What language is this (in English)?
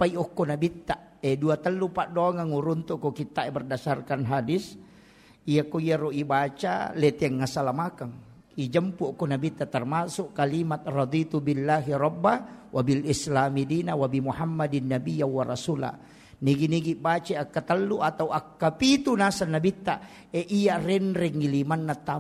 Buginese